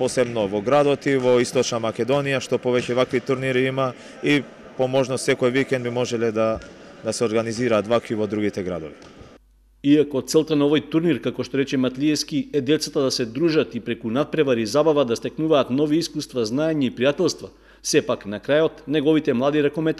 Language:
Macedonian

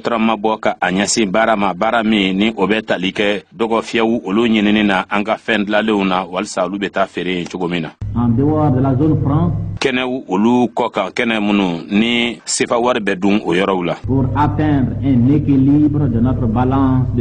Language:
Bambara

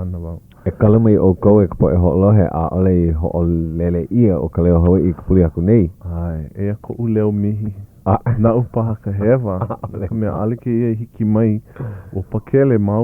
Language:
Hawaiian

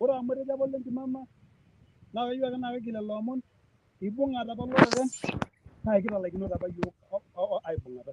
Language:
Masai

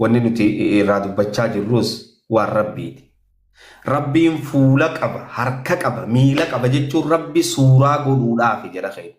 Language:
Oromo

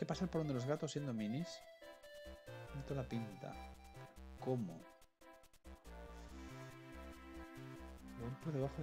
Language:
Spanish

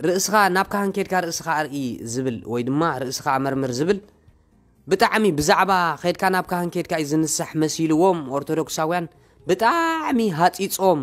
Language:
Tigrinya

